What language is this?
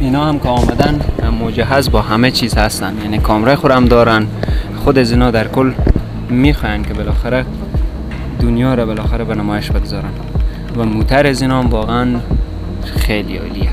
Persian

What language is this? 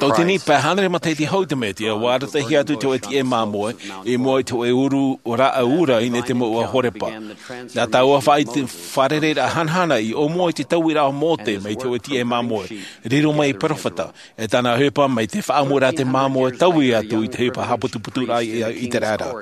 Tahitian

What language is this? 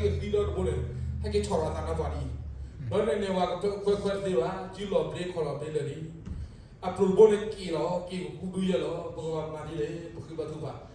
S'gaw Karen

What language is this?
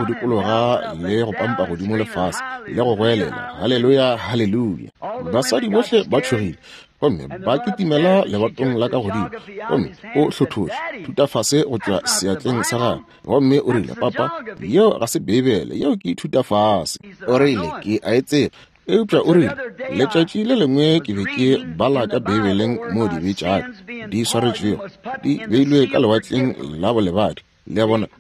Northern Sotho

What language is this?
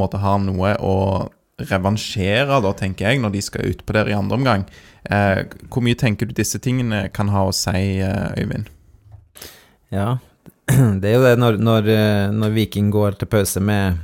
Norwegian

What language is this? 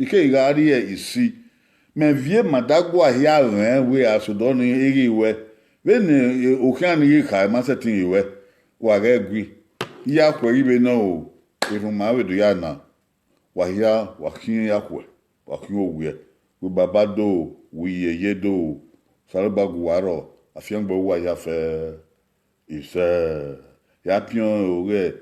Bini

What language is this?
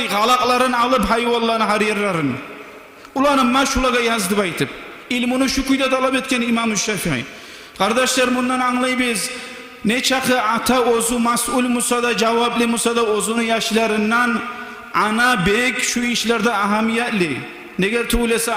Kumyk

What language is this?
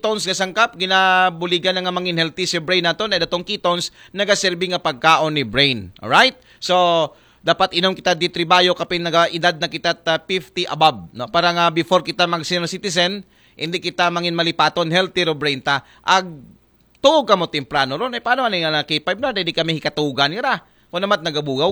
Aklanon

